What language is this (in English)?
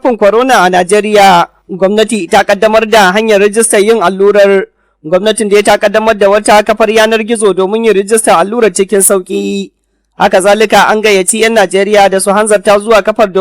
Hausa